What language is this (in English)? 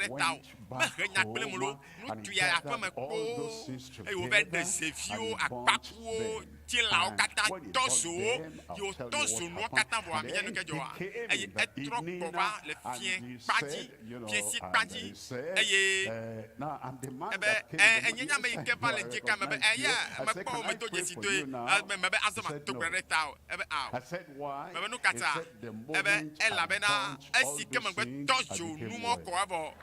Ewe